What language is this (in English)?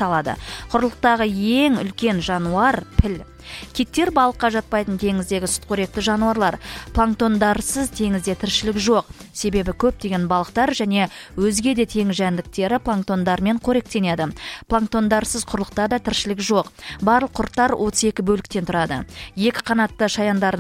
Kazakh